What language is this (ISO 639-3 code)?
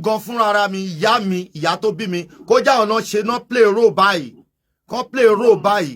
yor